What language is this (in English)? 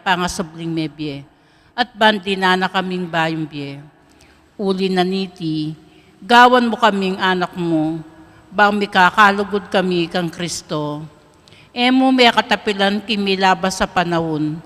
Pampanga